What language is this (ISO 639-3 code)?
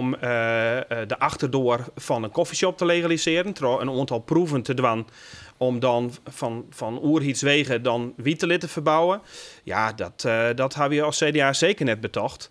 fry